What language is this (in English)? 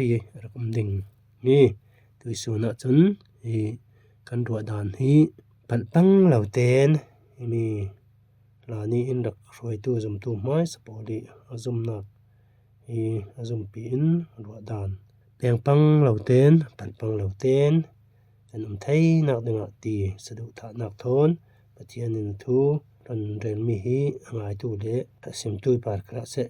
Falam Chin